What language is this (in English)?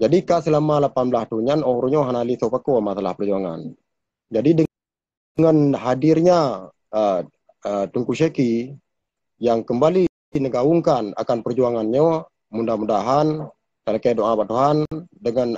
Achinese